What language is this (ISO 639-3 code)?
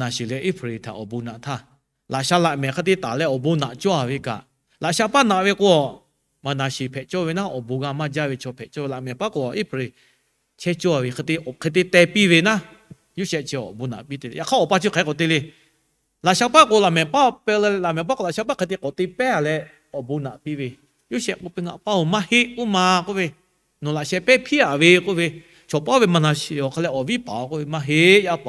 lhu